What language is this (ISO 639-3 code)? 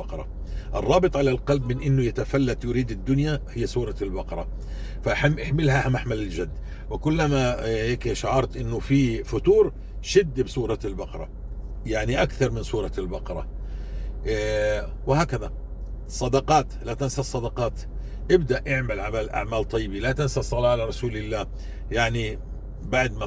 apc